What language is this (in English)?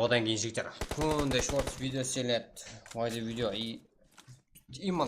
Kara-Kalpak